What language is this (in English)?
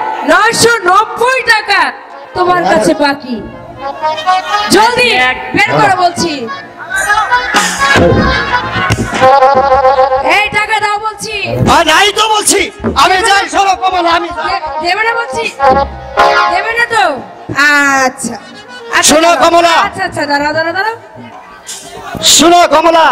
Bangla